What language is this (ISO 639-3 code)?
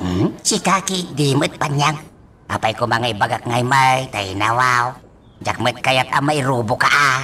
ilo